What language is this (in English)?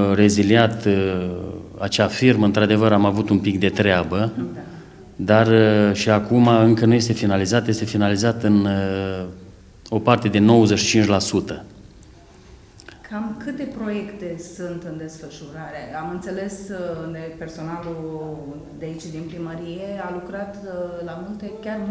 Romanian